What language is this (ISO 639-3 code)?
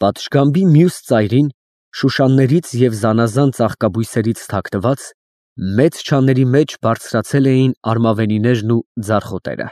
hye